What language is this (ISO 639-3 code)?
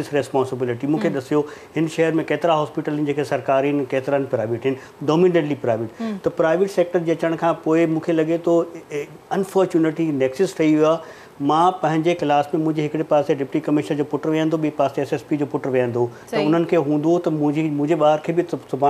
snd